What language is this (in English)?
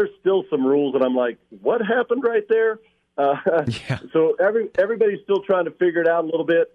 English